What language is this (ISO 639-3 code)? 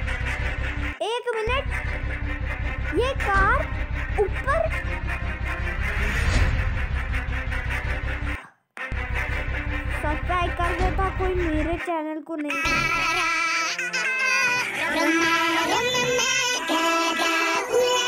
hin